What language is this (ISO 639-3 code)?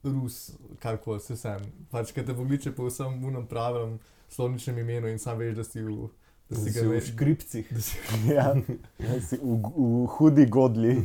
slv